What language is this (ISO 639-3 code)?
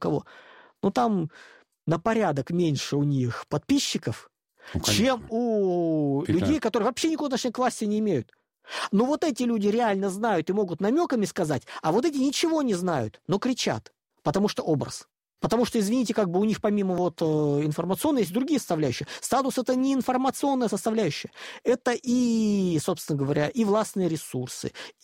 rus